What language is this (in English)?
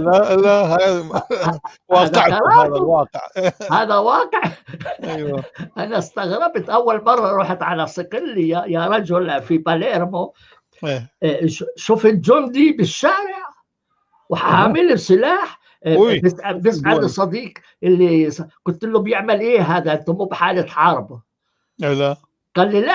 North Levantine Arabic